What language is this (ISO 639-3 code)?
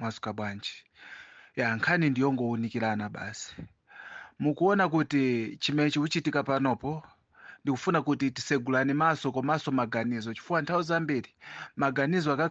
nya